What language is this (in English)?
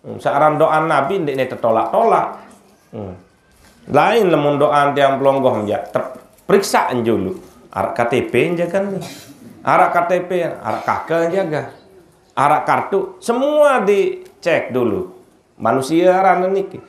Sasak